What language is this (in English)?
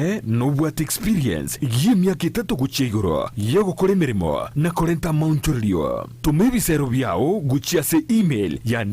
Gusii